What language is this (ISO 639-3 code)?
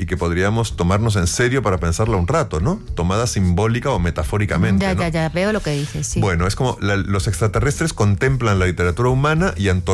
spa